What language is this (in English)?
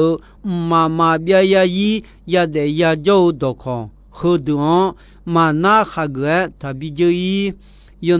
Akha